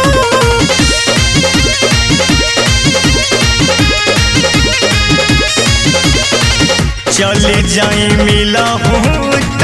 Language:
Bhojpuri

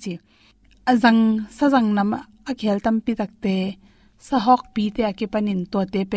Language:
Tedim Chin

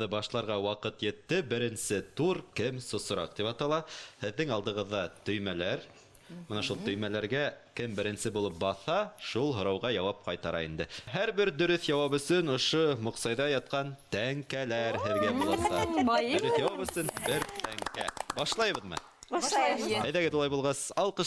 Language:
Bashkir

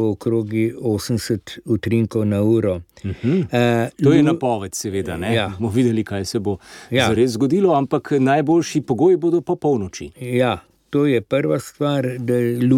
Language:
Slovenian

